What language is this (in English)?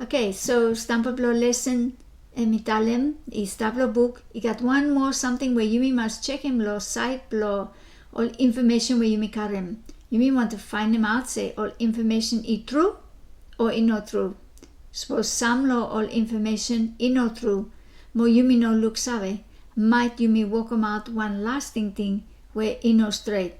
Bislama